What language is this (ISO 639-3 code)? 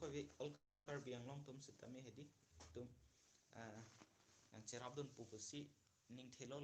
mjw